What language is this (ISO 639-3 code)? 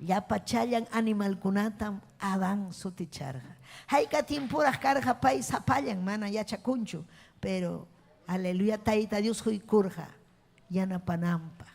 quy